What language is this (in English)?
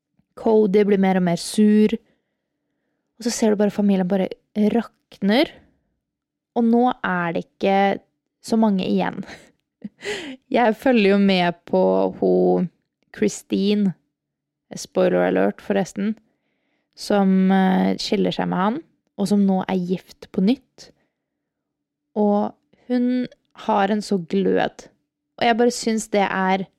Norwegian